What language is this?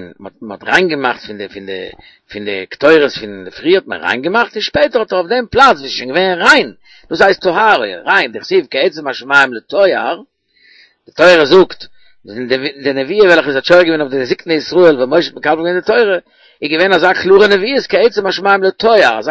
Yiddish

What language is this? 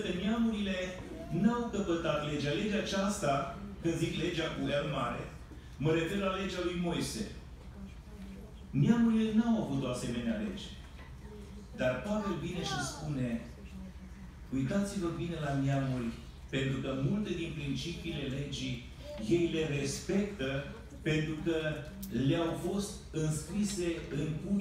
Romanian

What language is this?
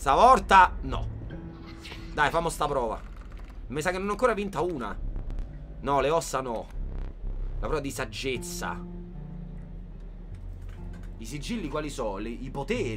Italian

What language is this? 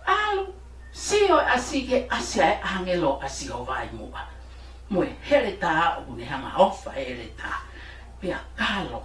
Tongan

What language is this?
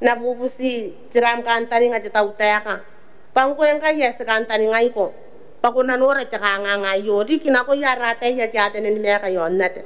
Gilbertese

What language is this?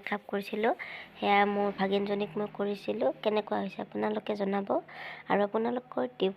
Assamese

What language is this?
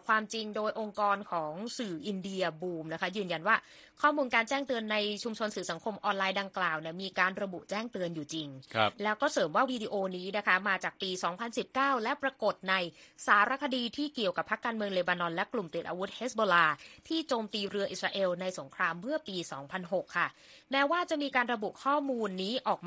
Thai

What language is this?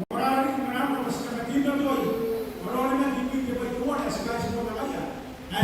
Gilbertese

